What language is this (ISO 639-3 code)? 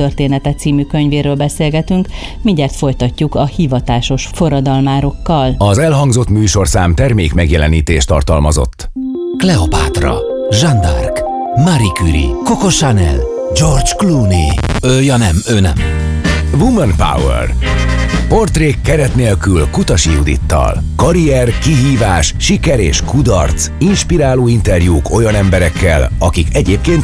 hun